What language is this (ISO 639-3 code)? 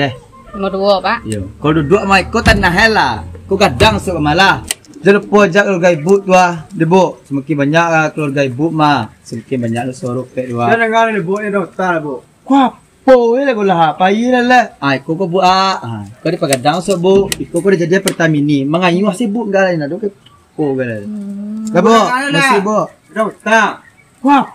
min